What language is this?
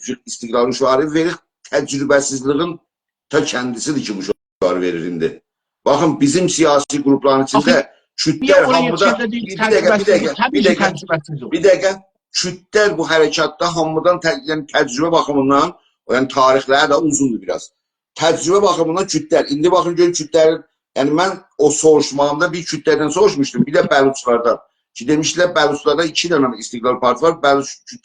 South Azerbaijani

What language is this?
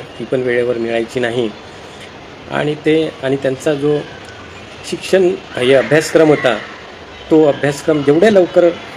Marathi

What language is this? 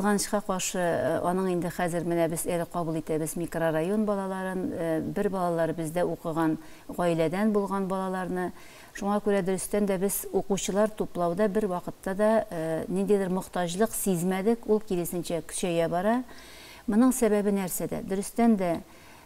Tatar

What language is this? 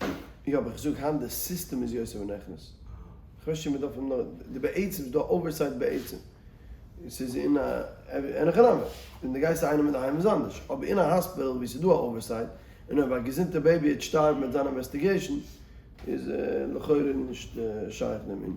Yiddish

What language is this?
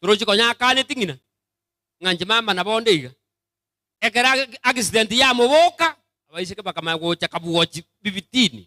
Gusii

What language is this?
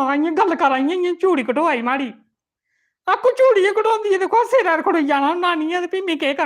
Dogri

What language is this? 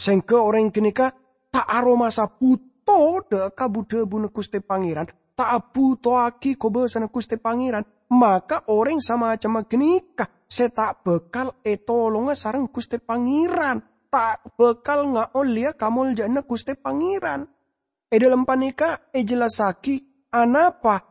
Madurese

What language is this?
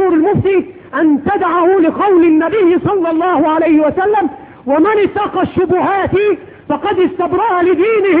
Arabic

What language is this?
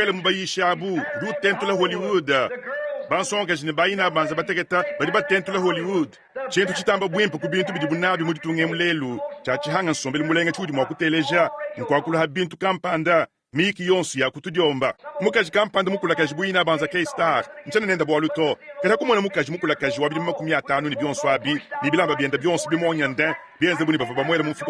Luba-Lulua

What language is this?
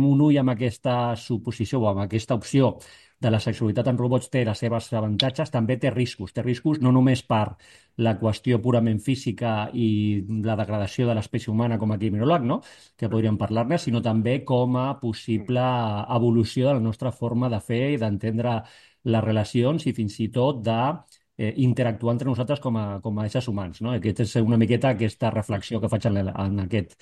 Catalan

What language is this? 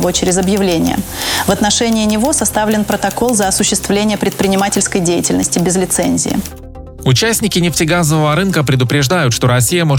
Russian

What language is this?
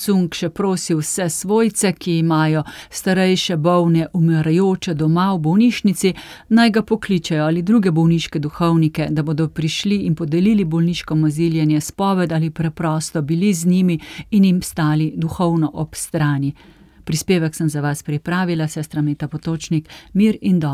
Slovenian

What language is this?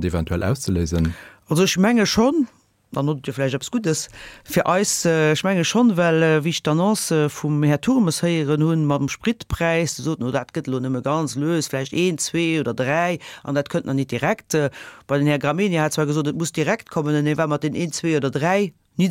Luxembourgish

